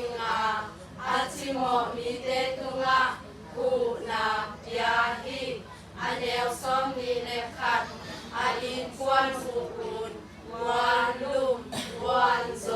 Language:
Tedim Chin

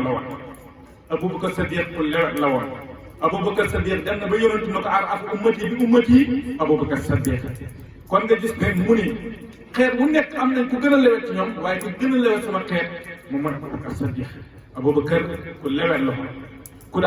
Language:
Wolof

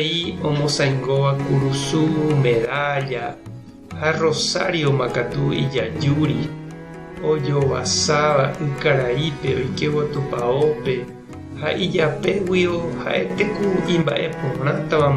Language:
Guarani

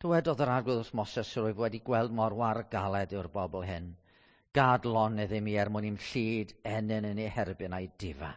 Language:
Welsh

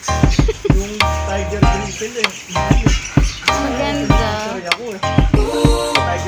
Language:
Filipino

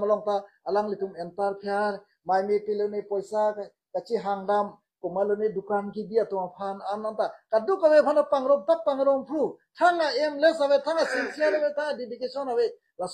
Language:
Karbi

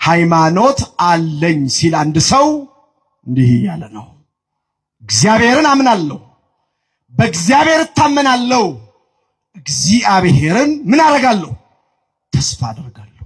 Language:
Amharic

